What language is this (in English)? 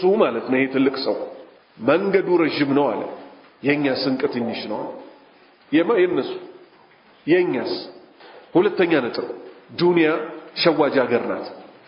Amharic